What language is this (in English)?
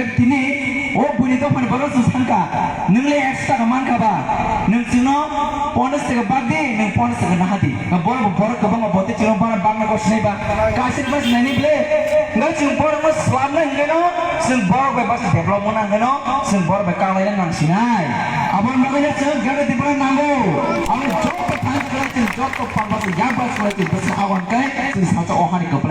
Kok Borok